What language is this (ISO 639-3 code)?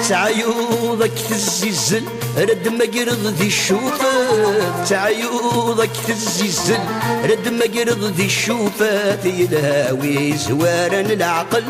kab